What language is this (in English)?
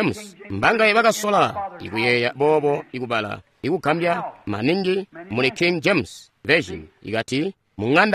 Tonga (Zambia)